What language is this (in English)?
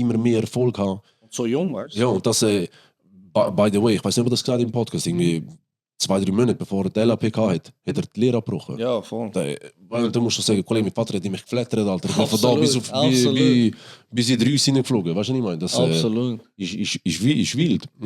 Swiss German